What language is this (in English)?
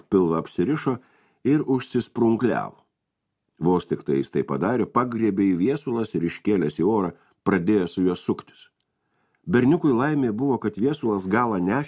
Lithuanian